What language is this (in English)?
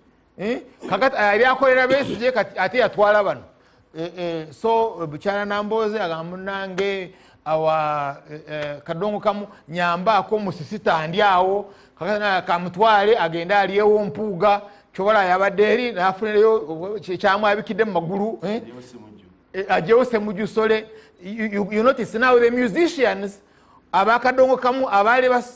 Ganda